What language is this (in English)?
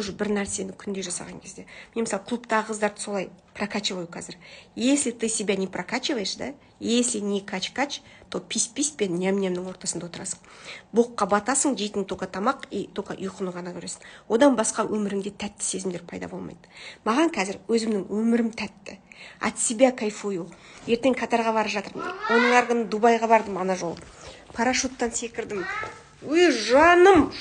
Kazakh